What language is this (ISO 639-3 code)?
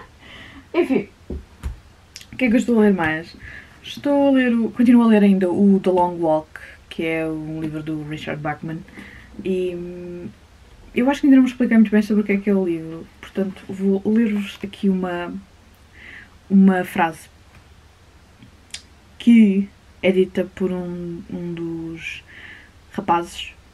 por